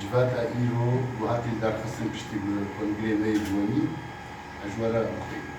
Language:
Kurdish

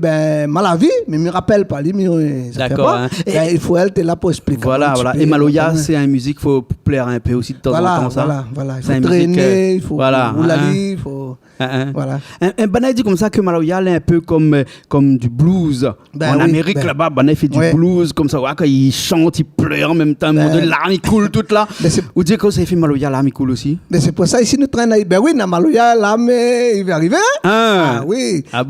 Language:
Réunion Creole French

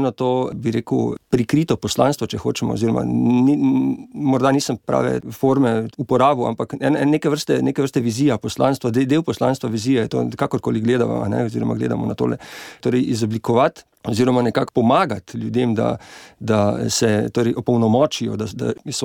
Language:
Slovenian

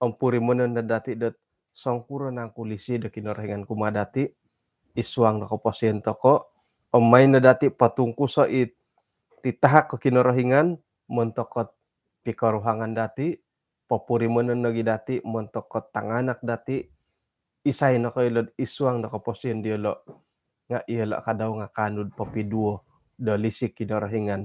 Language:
Central Dusun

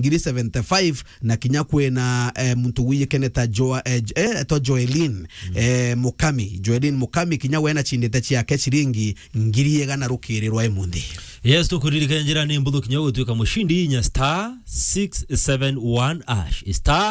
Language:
Meru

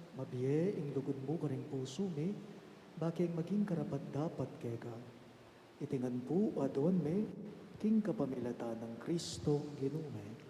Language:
Pampanga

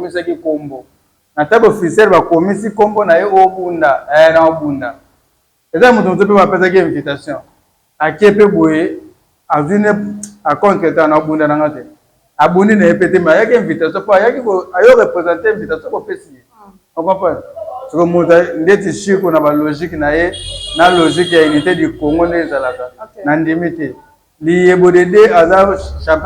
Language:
Lingala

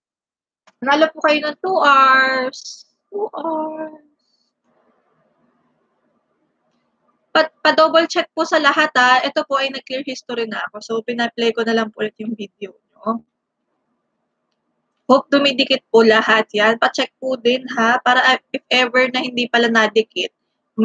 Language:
Filipino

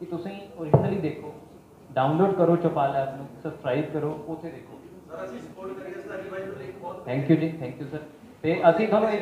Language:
Punjabi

